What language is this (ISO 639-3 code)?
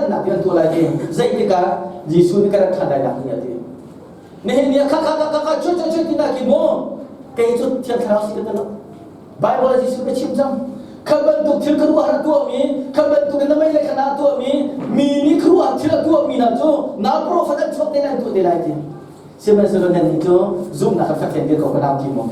cnh